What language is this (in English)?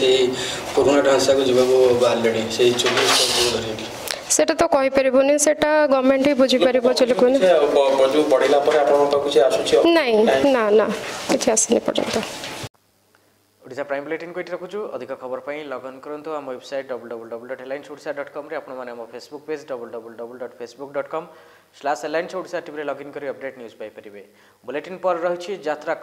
Odia